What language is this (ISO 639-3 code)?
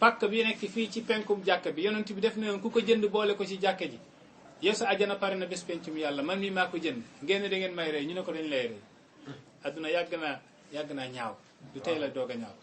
wol